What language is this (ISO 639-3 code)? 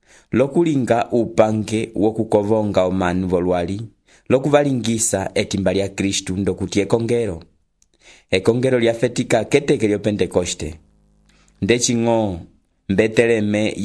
umb